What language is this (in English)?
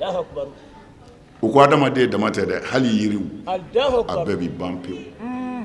Bambara